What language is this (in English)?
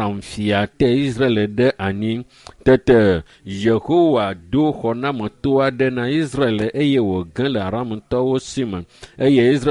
Ewe